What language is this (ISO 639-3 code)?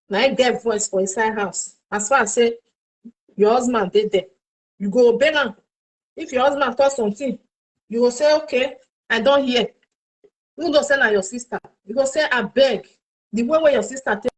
pcm